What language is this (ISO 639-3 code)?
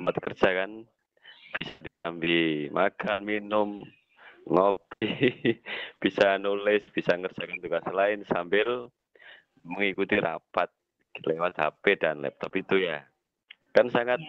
ind